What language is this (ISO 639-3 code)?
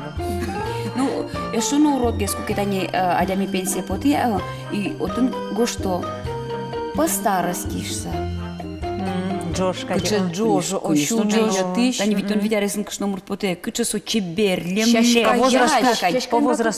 udm